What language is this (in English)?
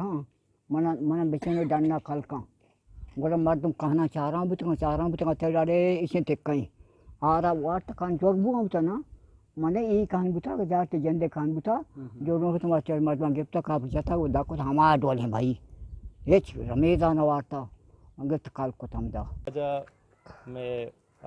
Eastern Balochi